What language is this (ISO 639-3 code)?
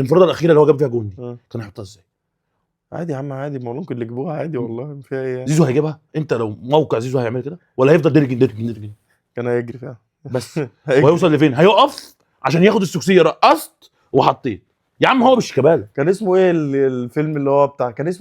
arz